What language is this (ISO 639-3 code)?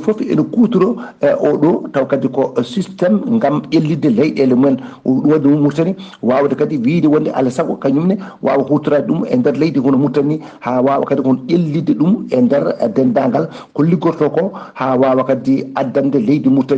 ful